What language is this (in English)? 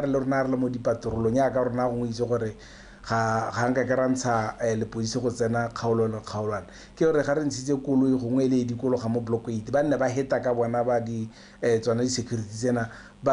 Tswana